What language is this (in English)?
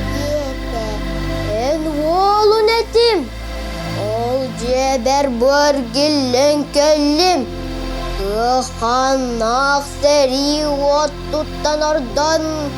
Yakut